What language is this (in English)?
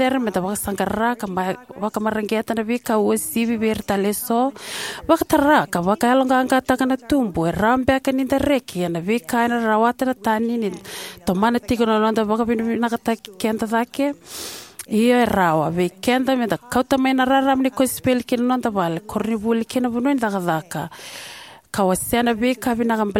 Fijian